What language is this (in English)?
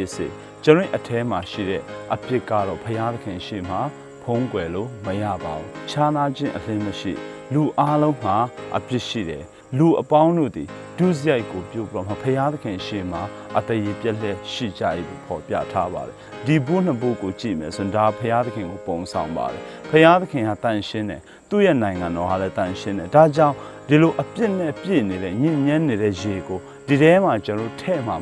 Burmese